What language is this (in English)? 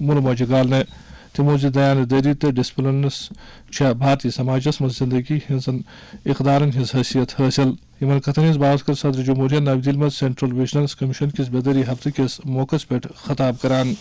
Kashmiri